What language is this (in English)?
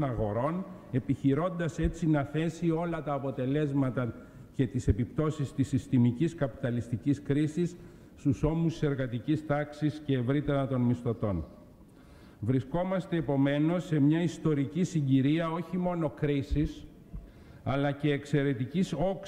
Greek